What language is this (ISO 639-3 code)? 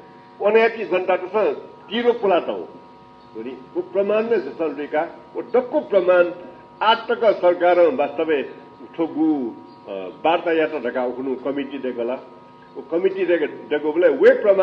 new